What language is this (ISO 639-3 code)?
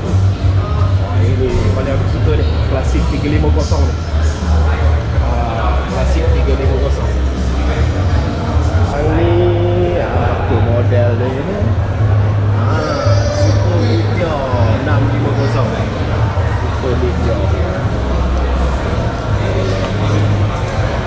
msa